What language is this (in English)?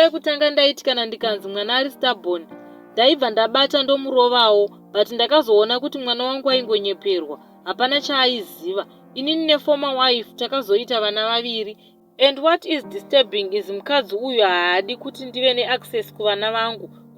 Shona